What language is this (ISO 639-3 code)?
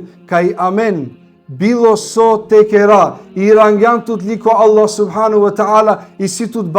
rmn